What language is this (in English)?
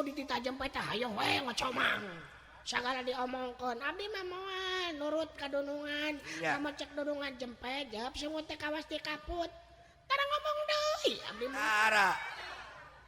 Sundanese